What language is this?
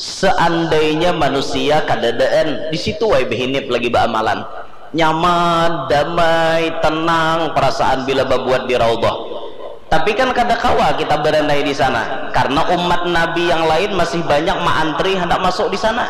Banjar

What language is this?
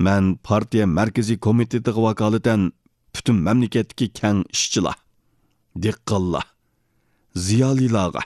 Uyghur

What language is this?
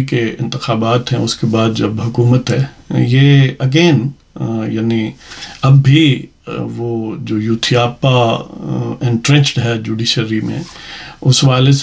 Urdu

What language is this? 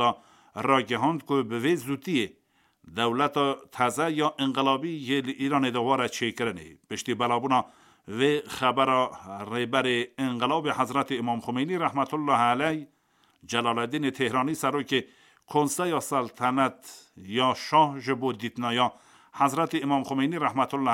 Kurdish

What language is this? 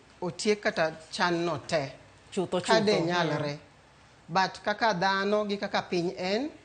Luo (Kenya and Tanzania)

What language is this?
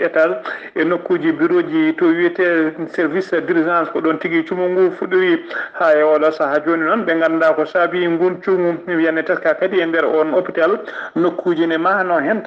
Fula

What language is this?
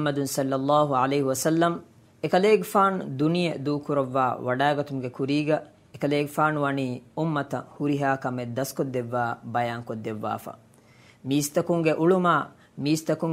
Divehi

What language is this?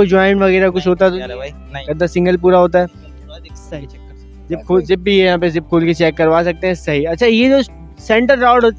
Hindi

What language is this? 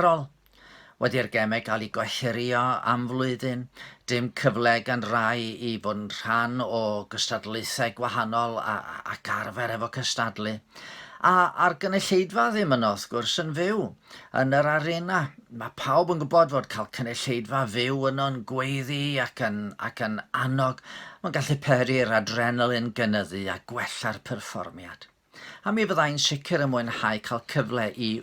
Welsh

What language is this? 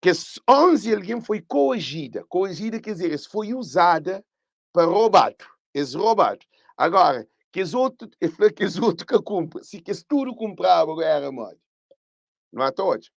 Kabuverdianu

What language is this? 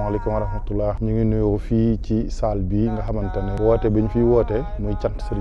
Wolof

